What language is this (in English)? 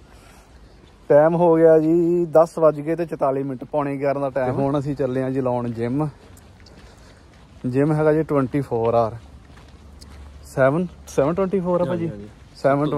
Punjabi